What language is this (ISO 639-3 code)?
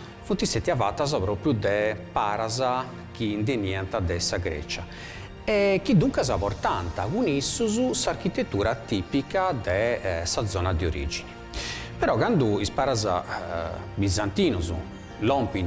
srd